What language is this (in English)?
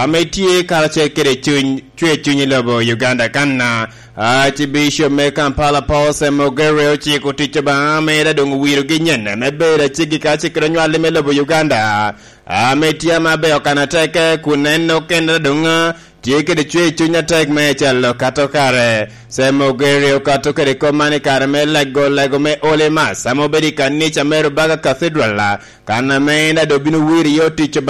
Lango (Uganda)